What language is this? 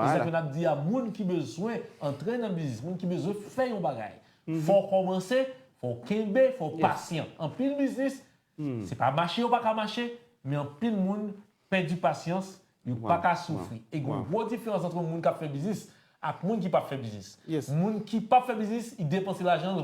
Haitian Creole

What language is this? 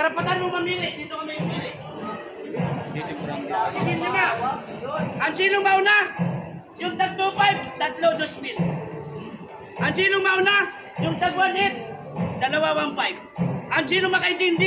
Filipino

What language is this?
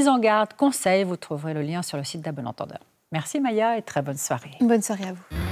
French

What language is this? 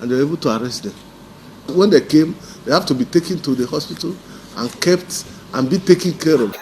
Nigerian Pidgin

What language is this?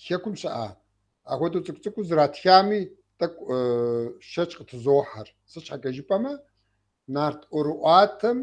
Kabardian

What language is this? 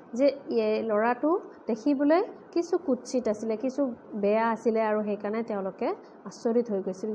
Assamese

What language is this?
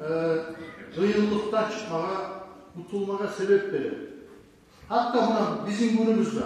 Kumyk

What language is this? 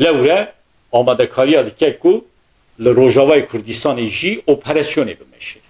Kurdish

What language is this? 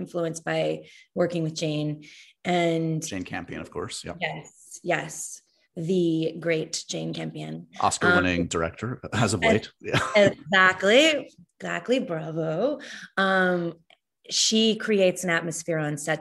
English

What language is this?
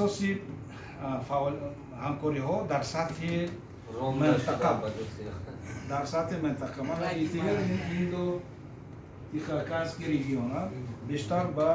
Tajik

